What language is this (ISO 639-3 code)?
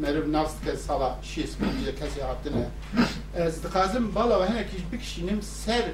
kur